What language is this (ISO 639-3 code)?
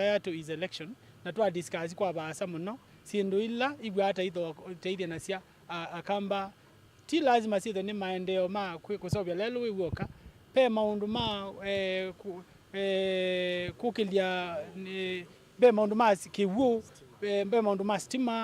kam